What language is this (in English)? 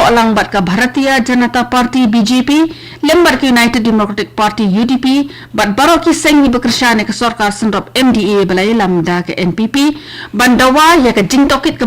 Khasi